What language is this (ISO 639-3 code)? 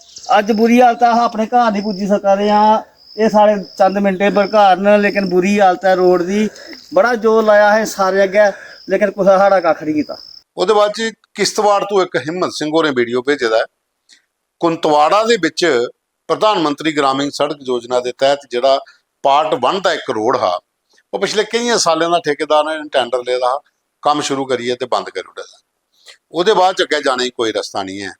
doi